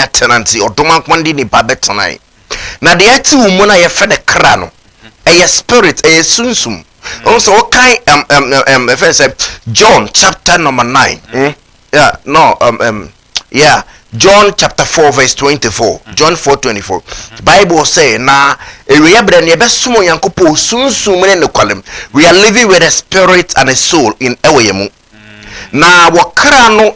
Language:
Akan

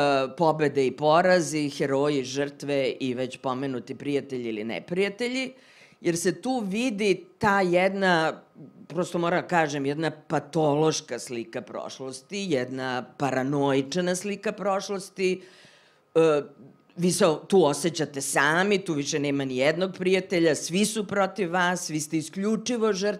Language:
Serbian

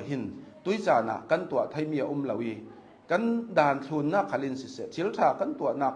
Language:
Hakha Chin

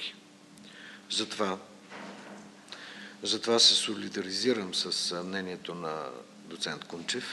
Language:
Bulgarian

